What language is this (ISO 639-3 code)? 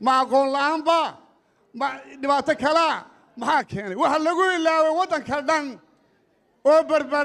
som